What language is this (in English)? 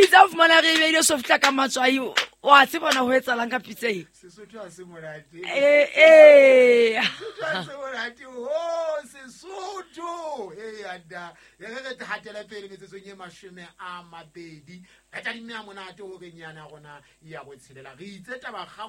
Southern Sotho